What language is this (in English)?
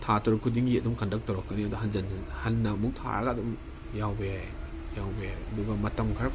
Manipuri